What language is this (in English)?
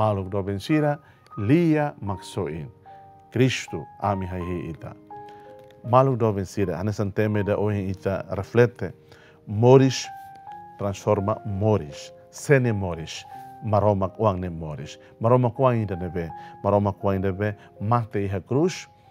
Tetum